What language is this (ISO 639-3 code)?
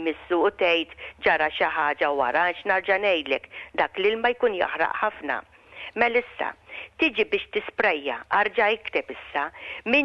mlt